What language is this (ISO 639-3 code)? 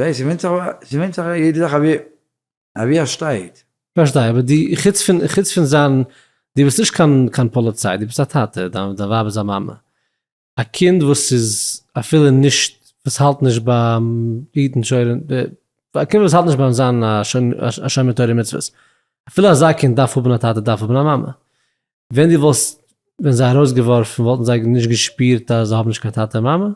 yid